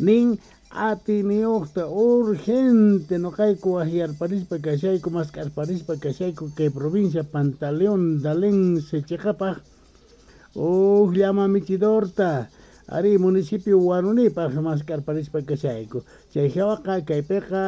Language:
Quechua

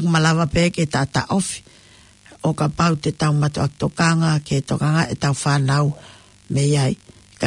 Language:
Tongan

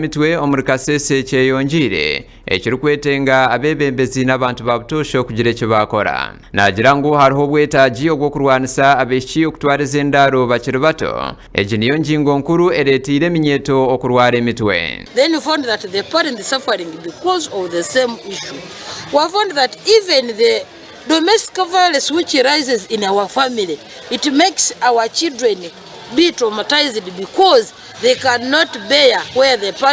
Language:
Nyankole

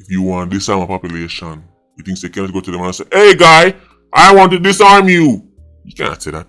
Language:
Jamaican Creole English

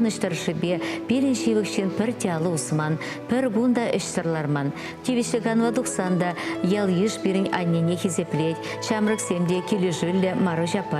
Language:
Chuvash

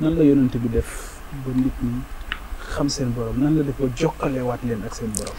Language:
Wolof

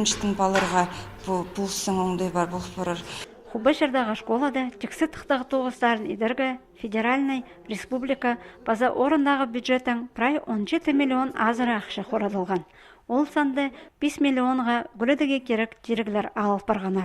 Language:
Khakas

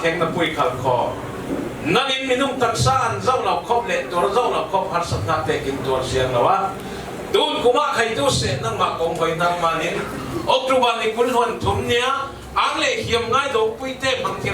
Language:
Falam Chin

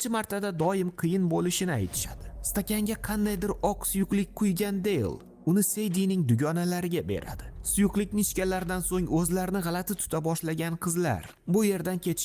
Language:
Uzbek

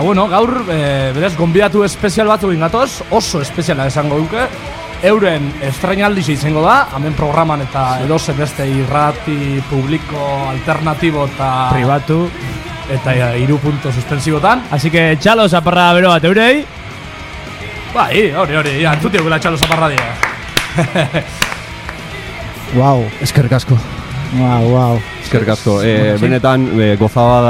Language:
Basque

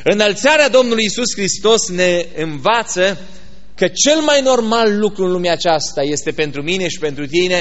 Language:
Romanian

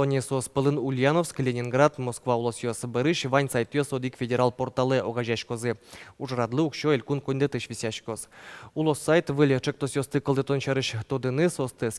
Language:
Udmurt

